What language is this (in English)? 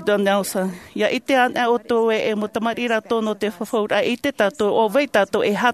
Tahitian